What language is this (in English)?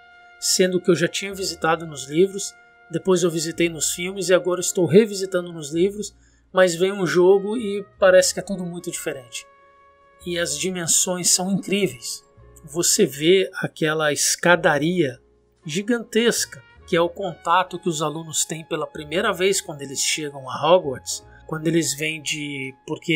Portuguese